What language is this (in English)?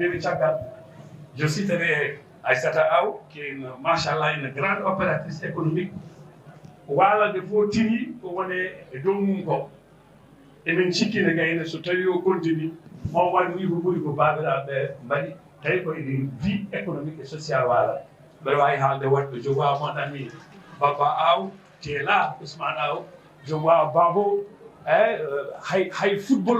Fula